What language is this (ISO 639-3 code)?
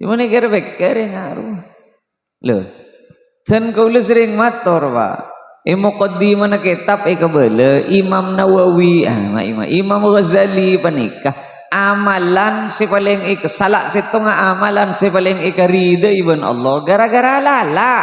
mad